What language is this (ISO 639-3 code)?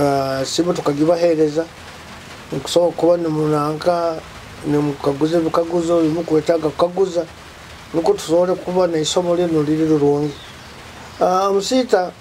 nyo